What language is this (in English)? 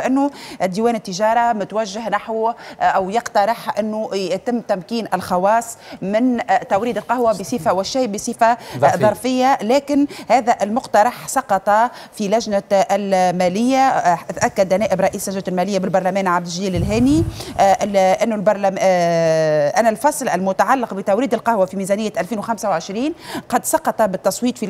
Tunisian Arabic